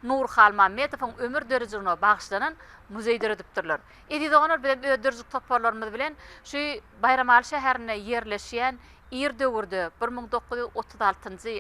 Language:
Turkmen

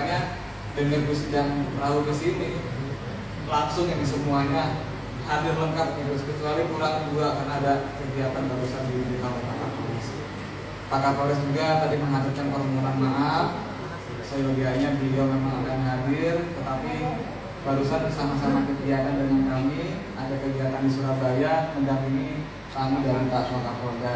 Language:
Indonesian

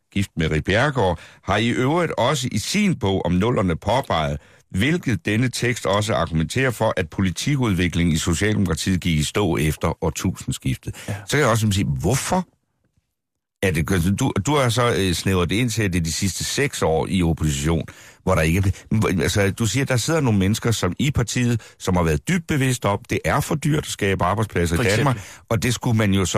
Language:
Danish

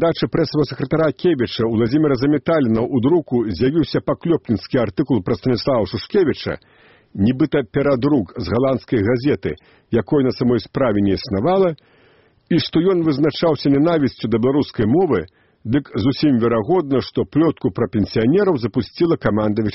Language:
Belarusian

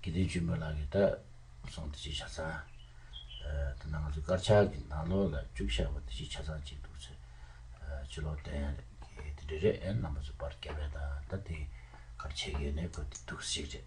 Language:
Tibetan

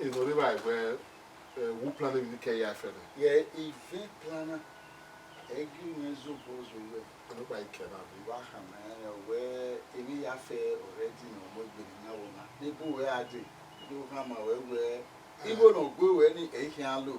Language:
Bini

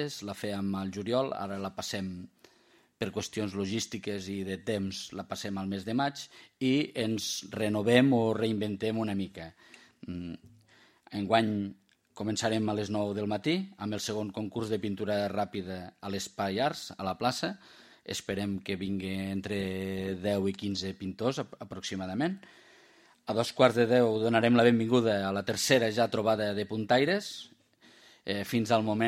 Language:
Catalan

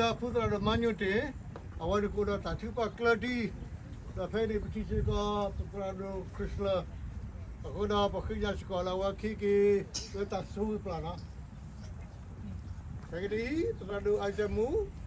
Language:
S'gaw Karen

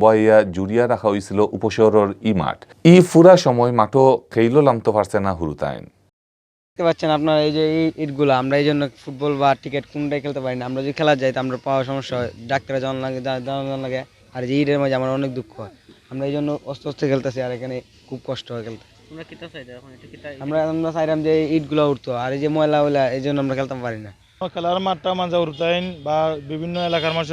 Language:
Sylheti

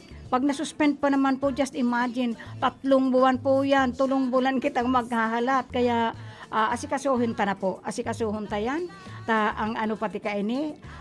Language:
Bikol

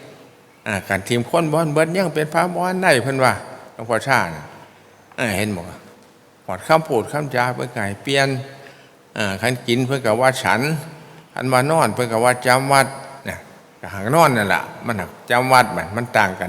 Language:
Northeastern Thai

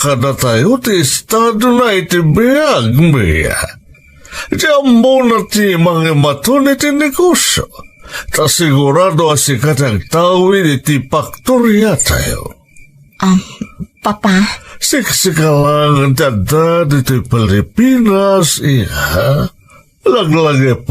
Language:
Iloko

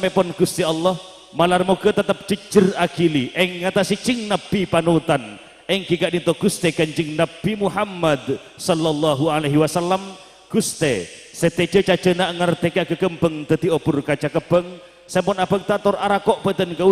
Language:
Madurese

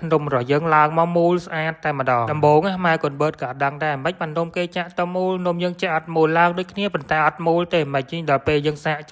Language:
Khmer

